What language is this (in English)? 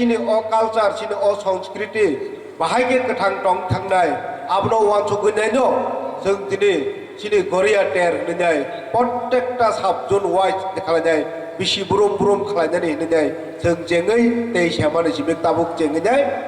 Kok Borok